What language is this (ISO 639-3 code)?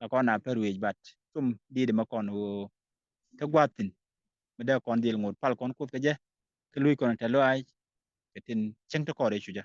nus